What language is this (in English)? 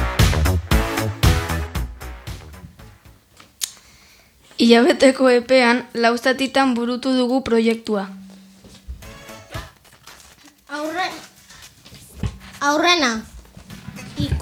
Basque